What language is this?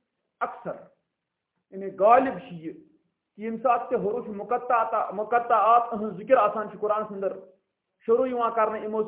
Kashmiri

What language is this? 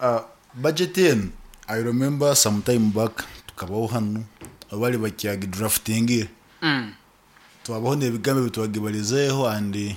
Nyoro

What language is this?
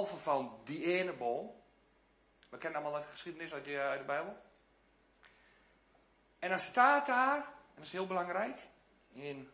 Dutch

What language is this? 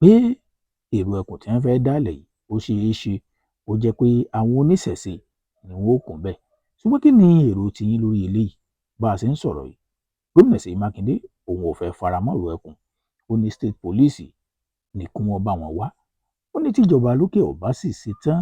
Yoruba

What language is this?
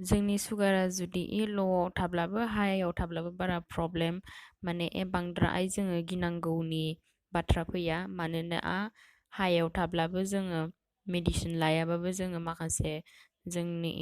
Bodo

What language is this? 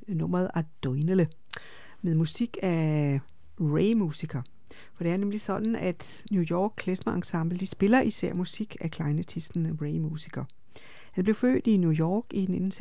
Danish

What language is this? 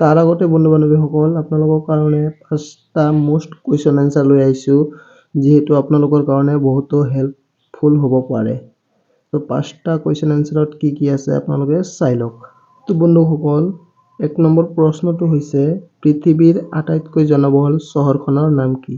Assamese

